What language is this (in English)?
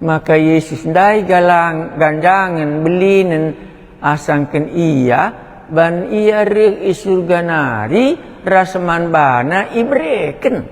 Batak Karo